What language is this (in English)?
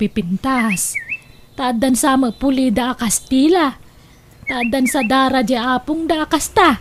Iloko